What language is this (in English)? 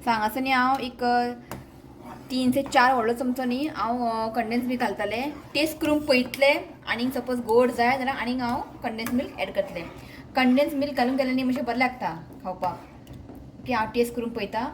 Konkani